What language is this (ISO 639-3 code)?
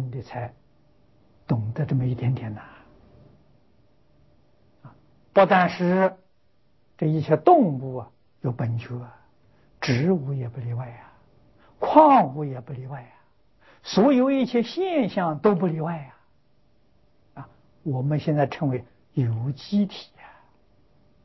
zho